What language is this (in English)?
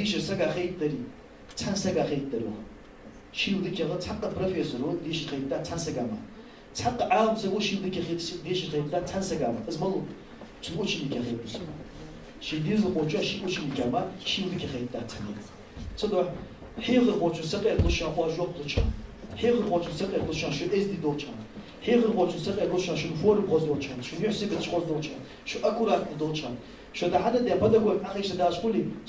Ingush